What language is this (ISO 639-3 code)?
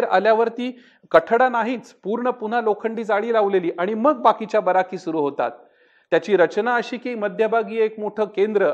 mar